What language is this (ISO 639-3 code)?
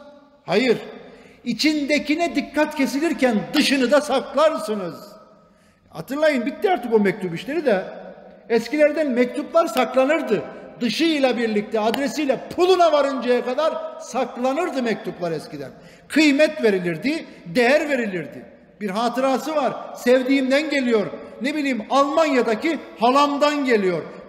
tur